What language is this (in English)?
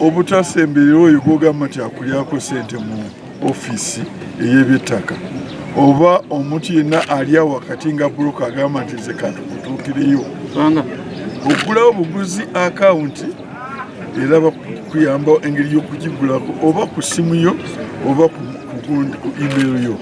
Ganda